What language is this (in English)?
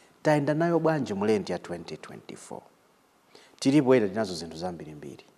Nyanja